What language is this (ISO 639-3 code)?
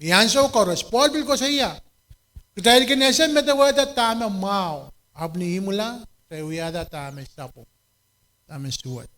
pon